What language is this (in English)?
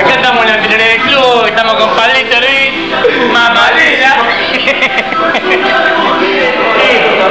Spanish